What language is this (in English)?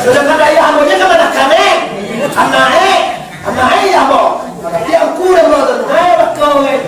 Minangkabau